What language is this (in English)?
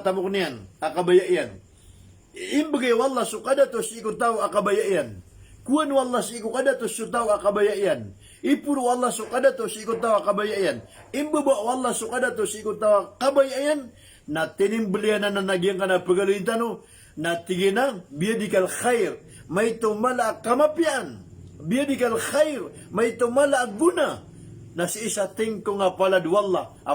Maranao